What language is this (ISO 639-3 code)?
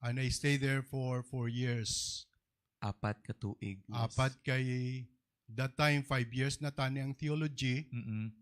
hil